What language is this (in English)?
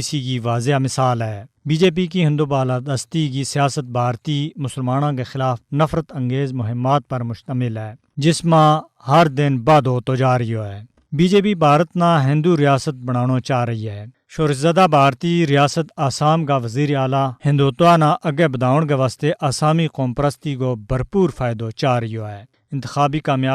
Gujari